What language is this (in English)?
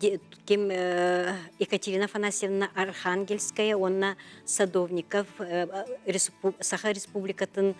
Yakut